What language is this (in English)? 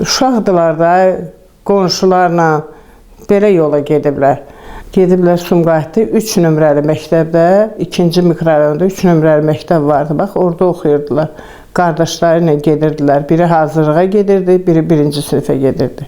Azerbaijani